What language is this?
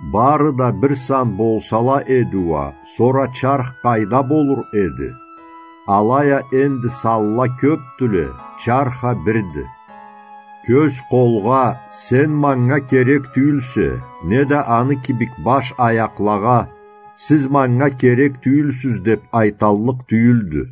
Karachay-Balkar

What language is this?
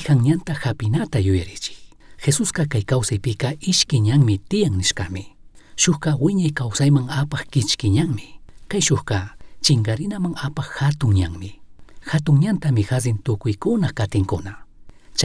Chimborazo Highland Quichua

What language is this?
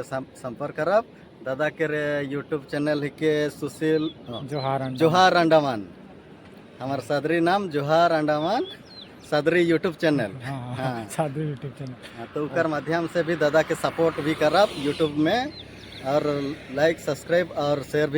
Sadri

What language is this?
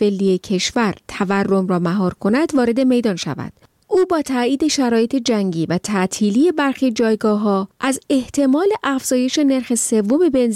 Persian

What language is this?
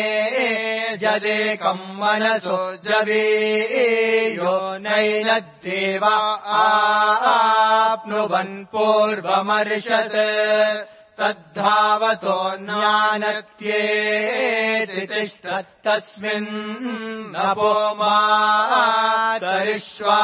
Sanskrit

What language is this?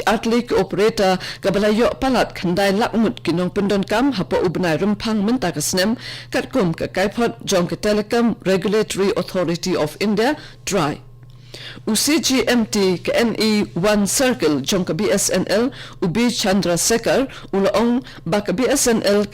Khasi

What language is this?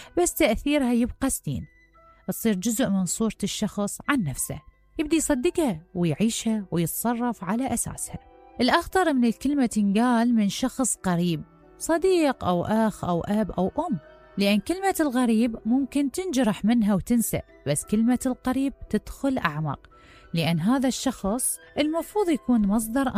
Mesopotamian Arabic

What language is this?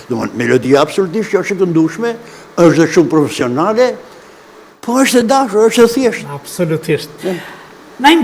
Albanian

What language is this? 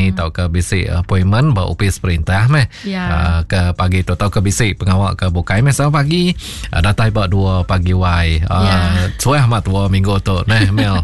Iban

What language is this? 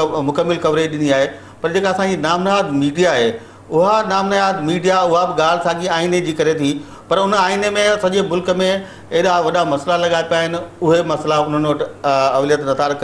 Sindhi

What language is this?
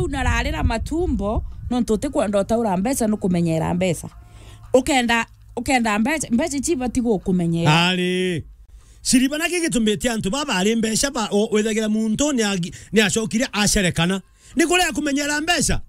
Meru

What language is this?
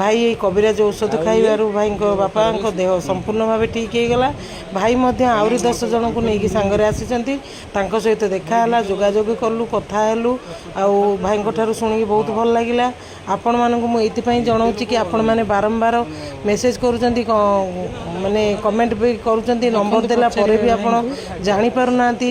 Odia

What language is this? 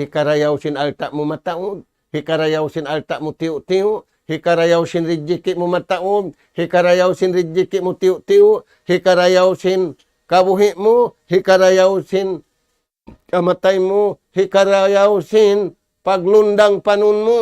Tausug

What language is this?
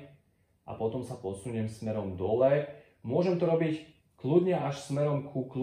Slovak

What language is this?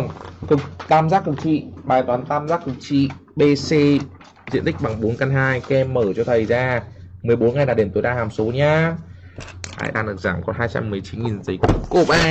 Vietnamese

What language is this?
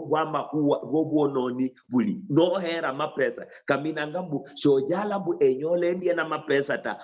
Luyia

